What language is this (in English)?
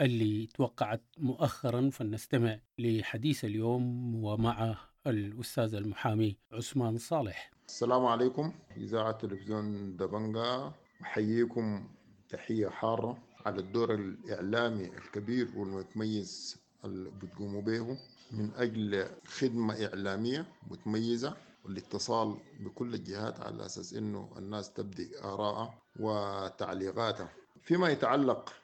Sudanese Arabic